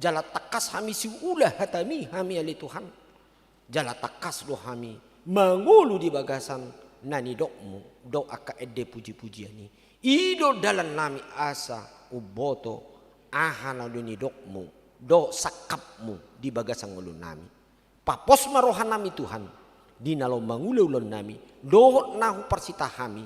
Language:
Batak Toba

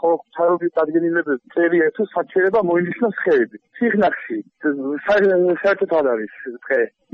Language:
Georgian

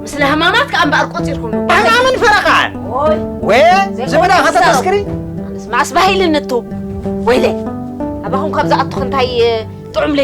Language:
Tigrinya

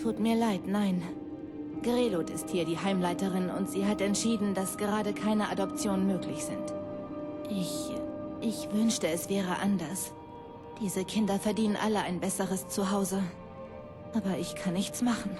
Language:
Bavarian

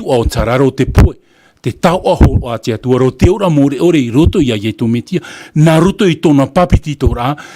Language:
Tahitian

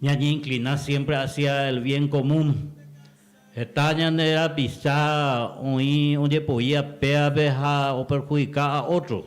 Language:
Guarani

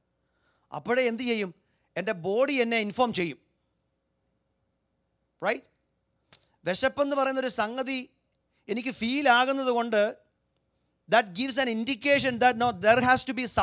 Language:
Malayalam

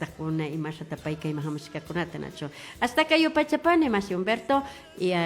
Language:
Imbabura Highland Quichua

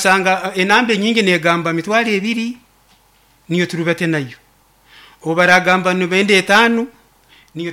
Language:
Nyoro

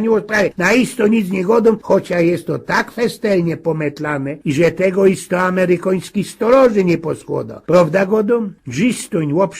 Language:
Silesian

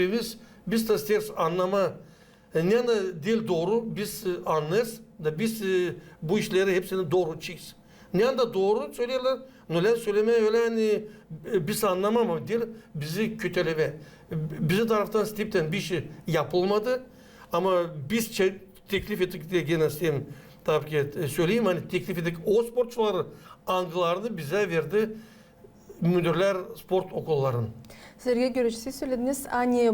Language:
Gagauz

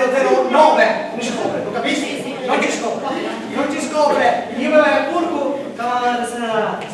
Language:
Sicilian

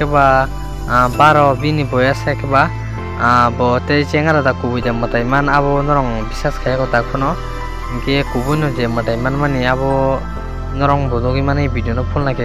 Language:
Kok Borok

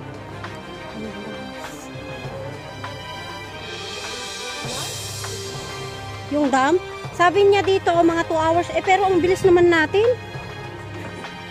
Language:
Filipino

